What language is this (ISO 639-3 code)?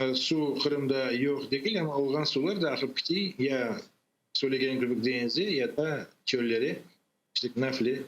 crh